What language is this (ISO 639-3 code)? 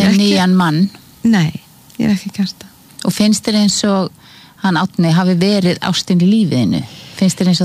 isl